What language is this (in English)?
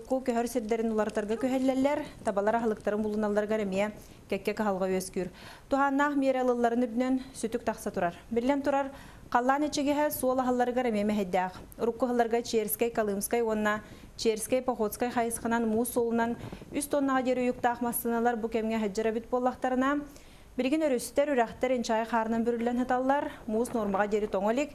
Yakut